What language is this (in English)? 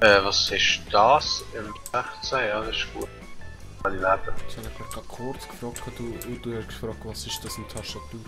Swiss German